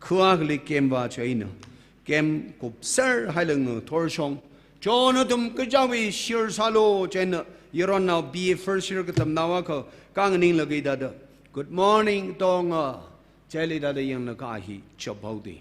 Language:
Tangkhul Naga (India)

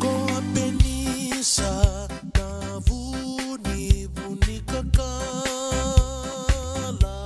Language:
Fijian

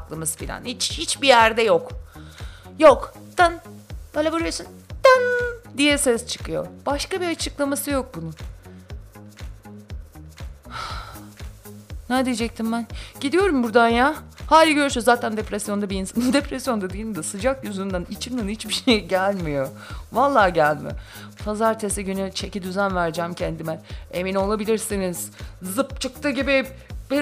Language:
Turkish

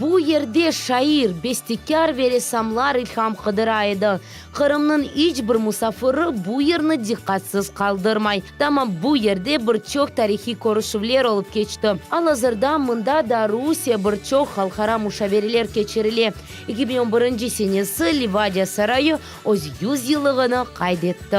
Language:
Crimean Tatar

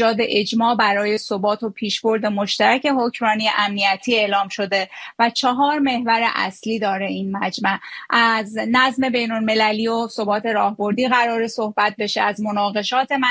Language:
Persian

